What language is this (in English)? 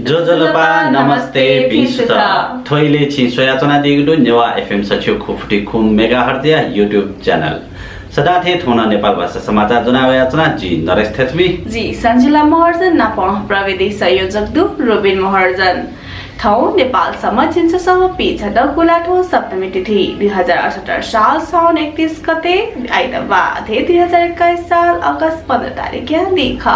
Newari